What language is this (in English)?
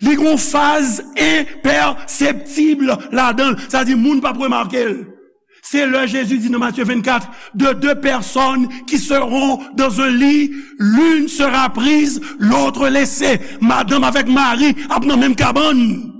Haitian Creole